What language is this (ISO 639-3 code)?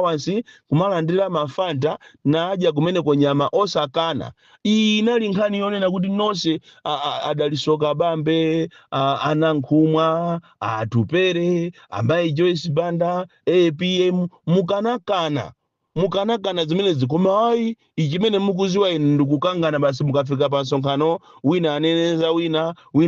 nya